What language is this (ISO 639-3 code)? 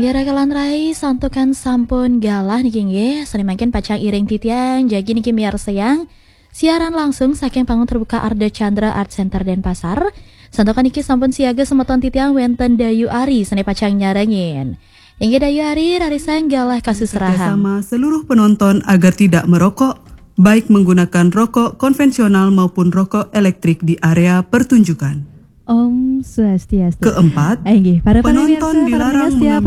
ban